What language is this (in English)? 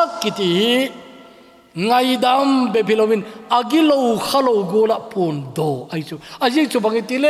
Thado Chin